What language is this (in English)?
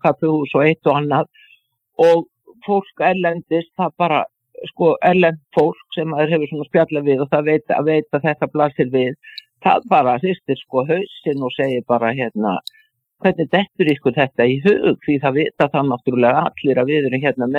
Icelandic